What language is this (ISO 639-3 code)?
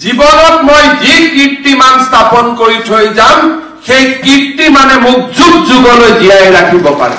asm